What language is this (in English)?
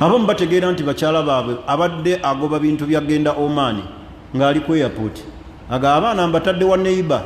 Ganda